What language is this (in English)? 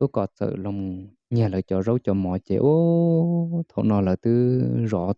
Hmong